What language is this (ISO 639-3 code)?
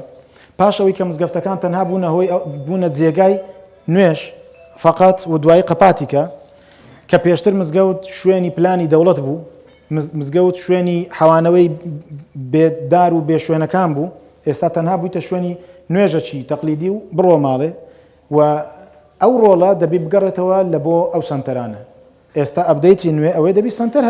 ckb